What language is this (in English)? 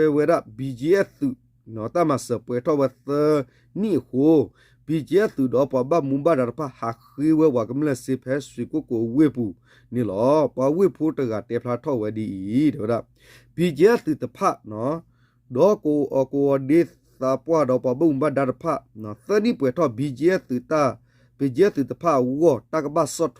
S'gaw Karen